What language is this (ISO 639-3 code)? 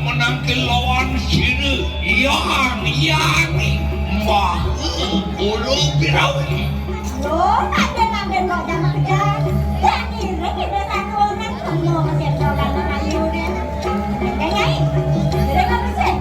ban